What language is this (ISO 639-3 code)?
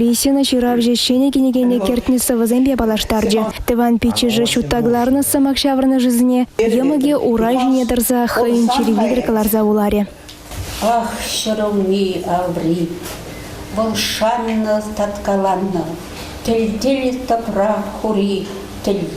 chv